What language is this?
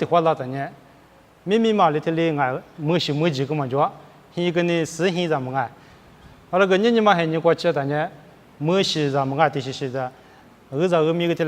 Lisu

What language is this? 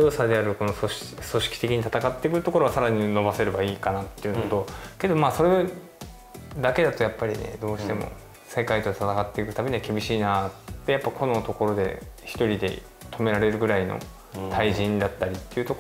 Japanese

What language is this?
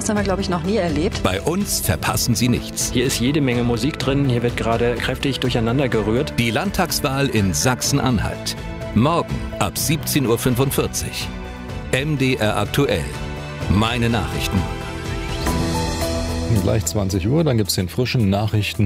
German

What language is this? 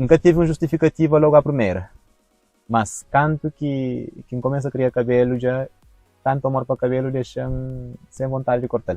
Kabuverdianu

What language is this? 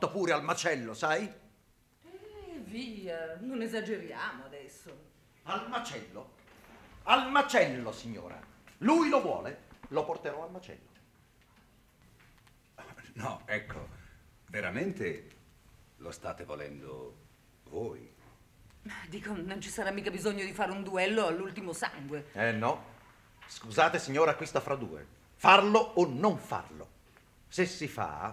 Italian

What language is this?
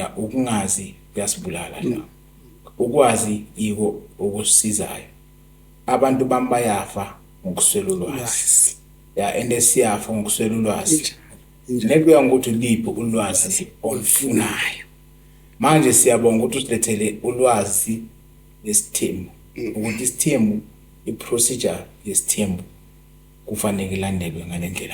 Zulu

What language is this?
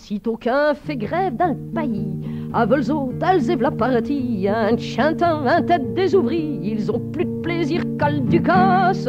Picard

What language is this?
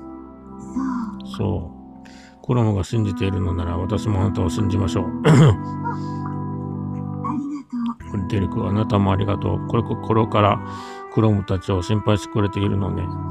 Japanese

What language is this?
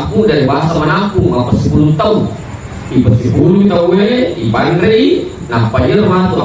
Buginese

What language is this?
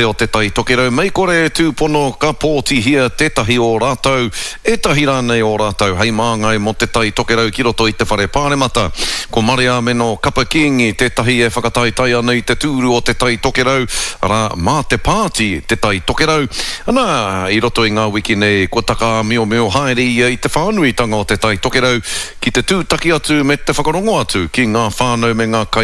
Māori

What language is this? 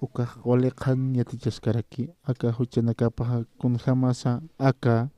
Aymara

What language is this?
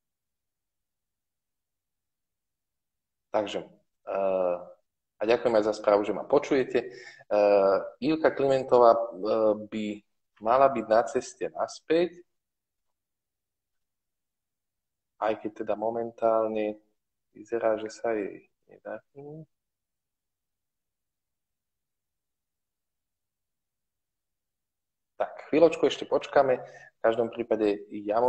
Slovak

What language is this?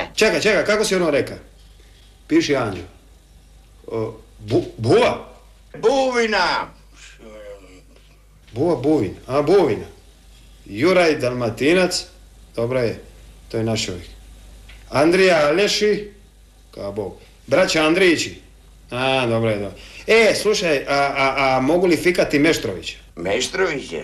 Croatian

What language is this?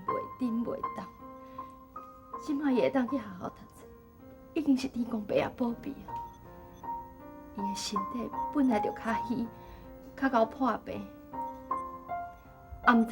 Min Nan Chinese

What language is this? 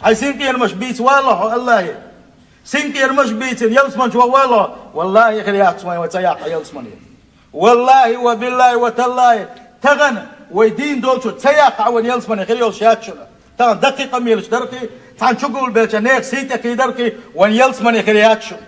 Chechen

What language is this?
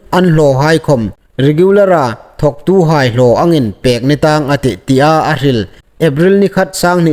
Hmar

